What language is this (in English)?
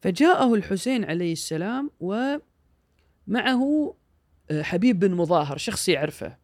Gulf Arabic